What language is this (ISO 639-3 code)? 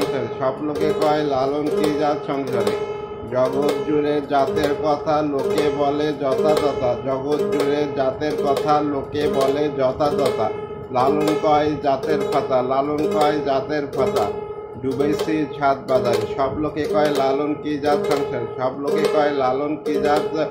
ben